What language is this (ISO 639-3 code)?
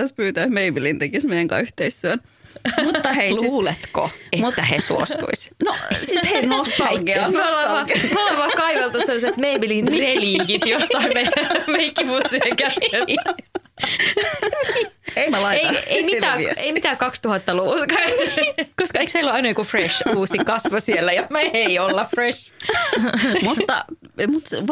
fin